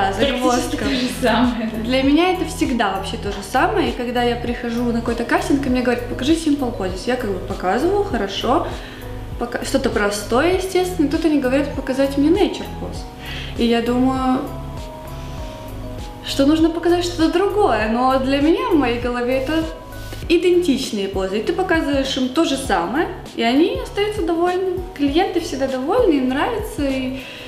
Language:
Russian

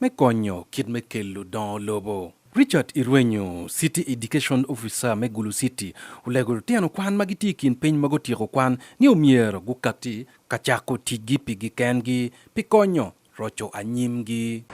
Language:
Acoli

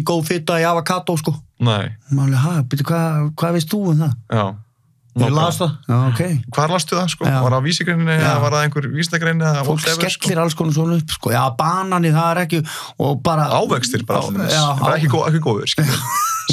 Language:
Icelandic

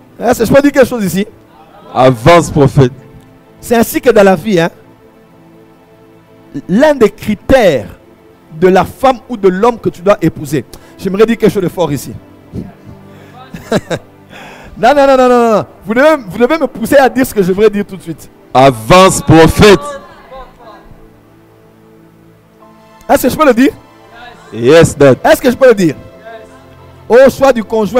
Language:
French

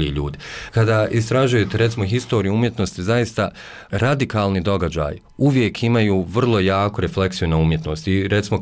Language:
Bosnian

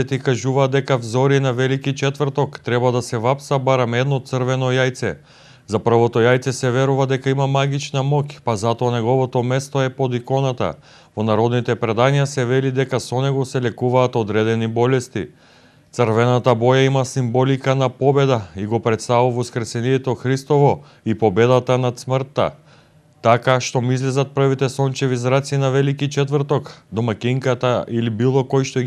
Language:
Macedonian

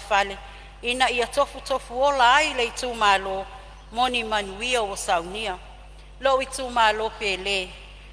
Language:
Samoan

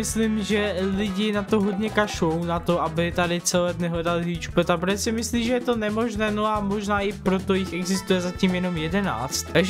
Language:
Czech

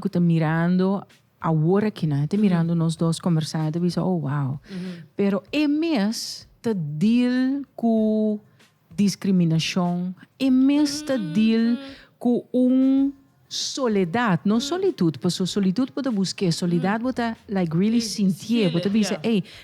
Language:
Papiamento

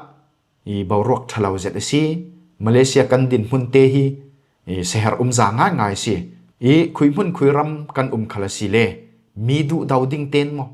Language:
Falam Chin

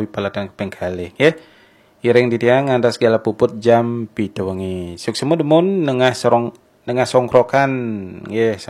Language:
Balinese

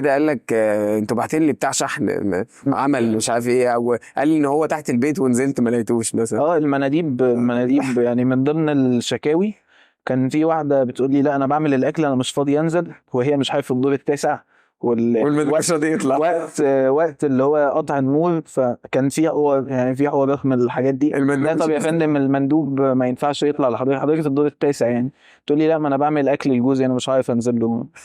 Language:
Egyptian Arabic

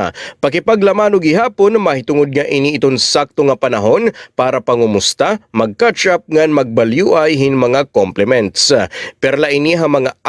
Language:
Waray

